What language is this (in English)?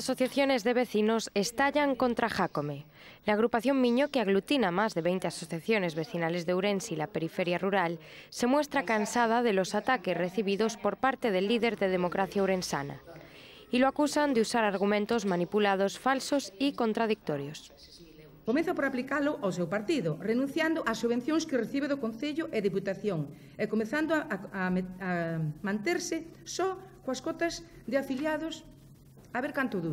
Galician